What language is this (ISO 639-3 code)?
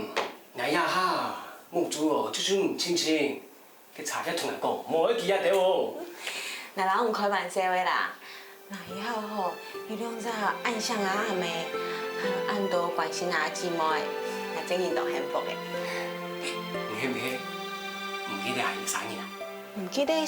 hak